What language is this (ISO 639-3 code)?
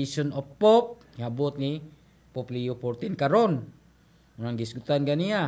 ceb